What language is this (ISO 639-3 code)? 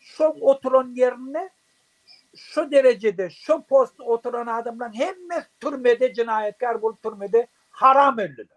tuk